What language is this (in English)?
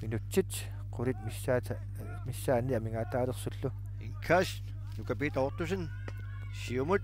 Kalaallisut